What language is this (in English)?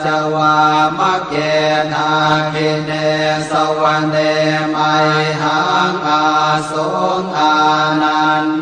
Pali